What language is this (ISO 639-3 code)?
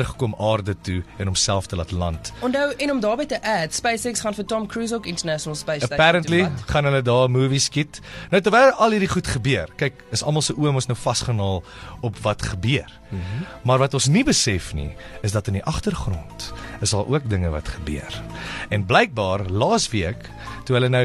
afr